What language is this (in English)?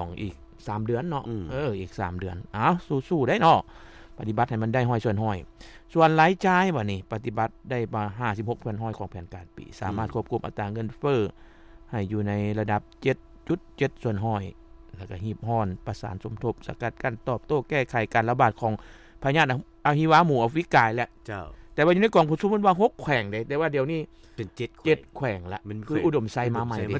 Lao